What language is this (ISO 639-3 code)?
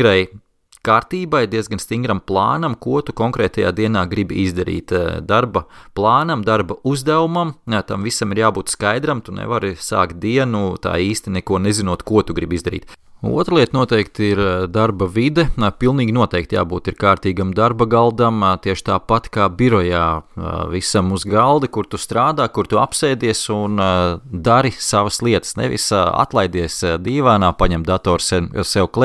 lav